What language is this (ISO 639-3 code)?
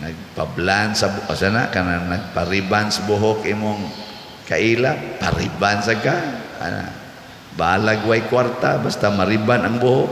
ceb